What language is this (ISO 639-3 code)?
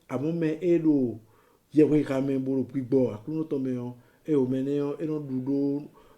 fon